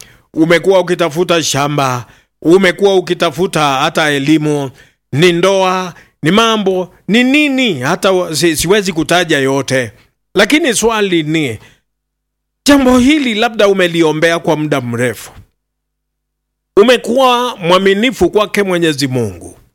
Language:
Swahili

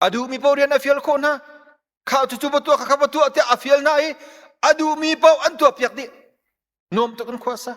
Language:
Hakha Chin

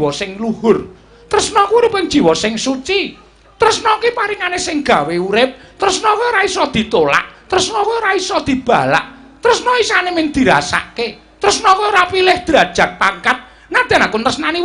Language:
Javanese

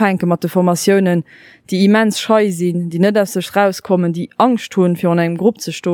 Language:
Luxembourgish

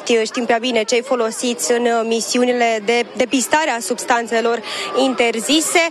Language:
Romanian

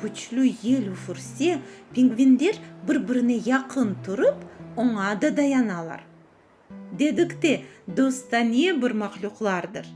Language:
Crimean Tatar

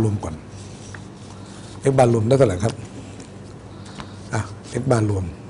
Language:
Thai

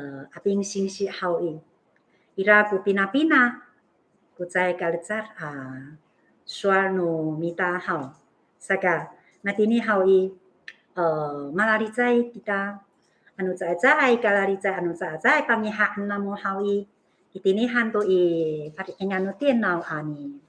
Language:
Amis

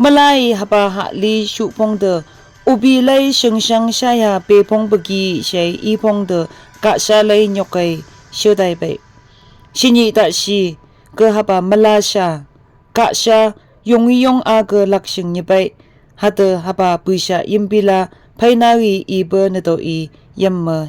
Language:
Phom Naga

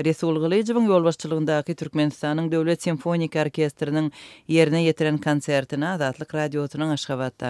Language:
Turkmen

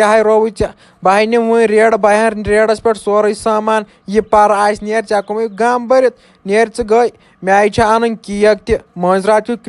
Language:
Kashmiri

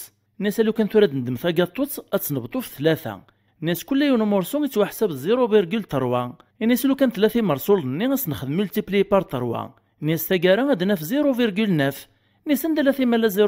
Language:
Kabyle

